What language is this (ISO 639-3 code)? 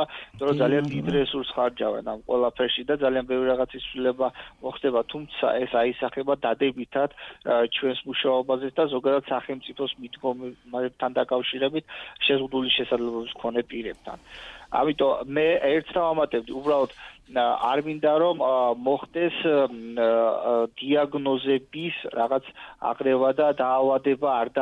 kat